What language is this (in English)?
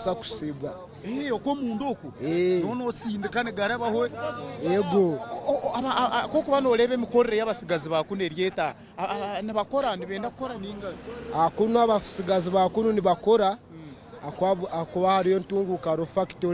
Nyankole